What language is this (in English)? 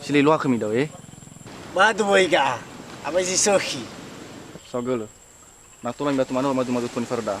Nias